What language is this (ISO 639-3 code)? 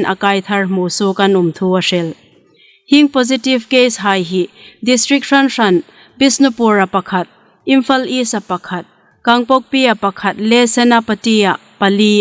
hmr